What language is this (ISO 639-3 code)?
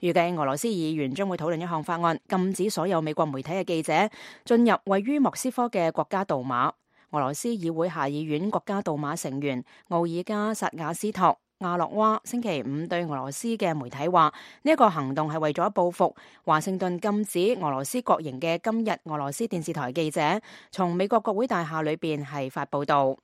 yue